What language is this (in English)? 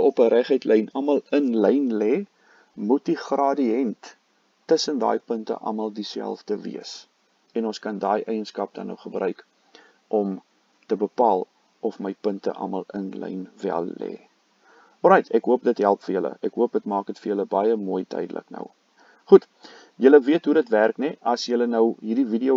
Afrikaans